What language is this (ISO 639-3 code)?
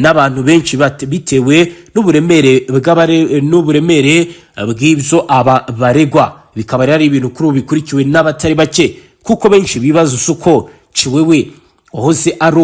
kin